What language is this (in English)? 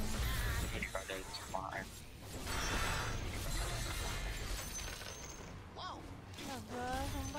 Indonesian